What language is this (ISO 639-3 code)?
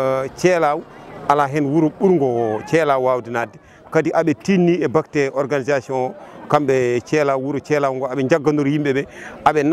ful